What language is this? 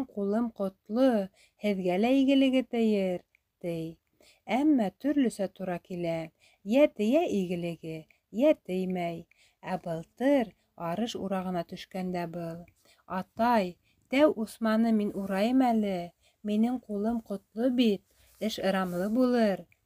Bashkir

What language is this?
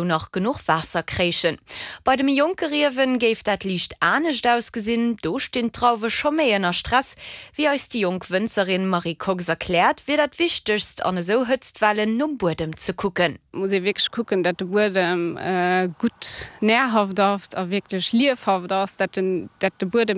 Luxembourgish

